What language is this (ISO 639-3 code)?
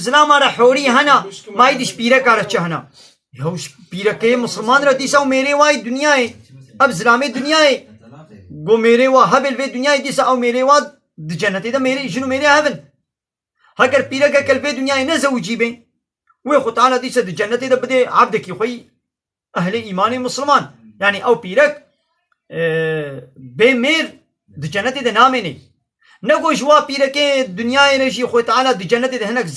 kur